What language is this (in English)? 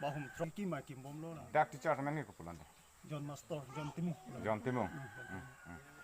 Karbi